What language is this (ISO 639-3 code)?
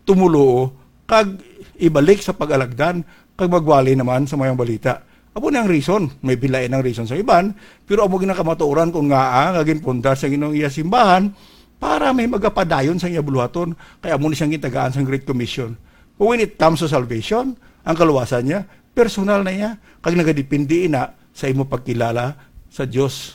hil